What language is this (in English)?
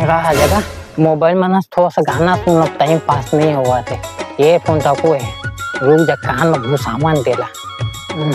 Chhattisgarhi